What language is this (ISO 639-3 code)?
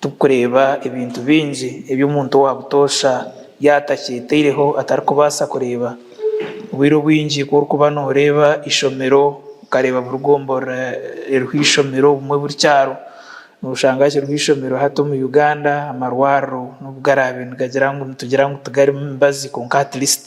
nyn